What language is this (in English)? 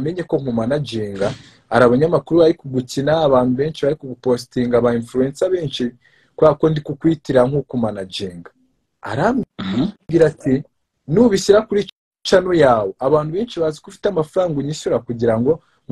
Kinyarwanda